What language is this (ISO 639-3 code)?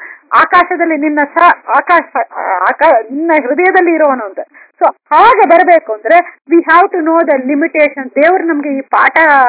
kan